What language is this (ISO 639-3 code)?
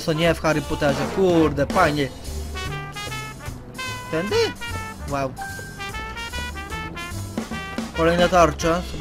pol